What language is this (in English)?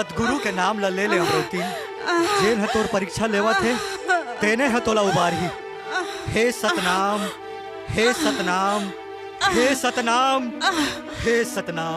Chhattisgarhi